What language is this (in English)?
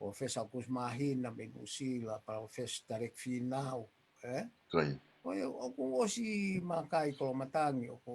Tongan